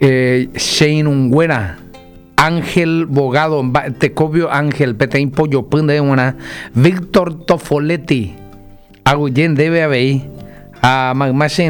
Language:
Guarani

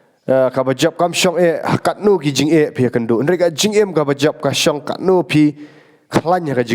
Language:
Khasi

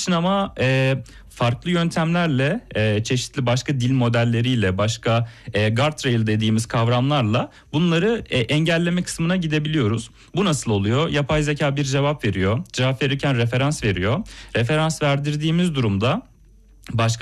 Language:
Turkish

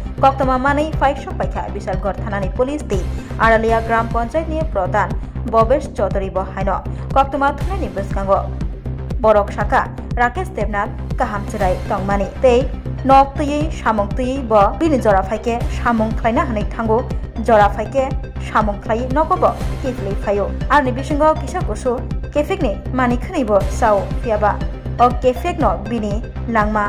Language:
Kok Borok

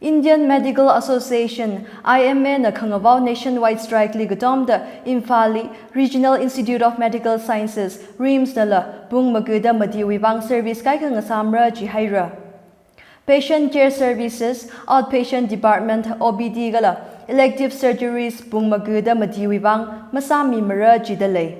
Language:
Tangkhul Naga (India)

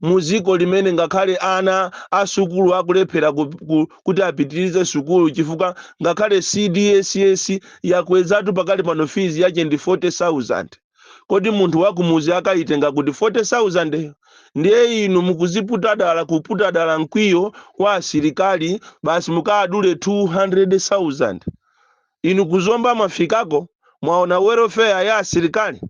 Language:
Nyanja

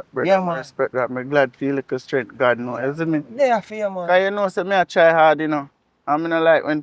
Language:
Jamaican Creole English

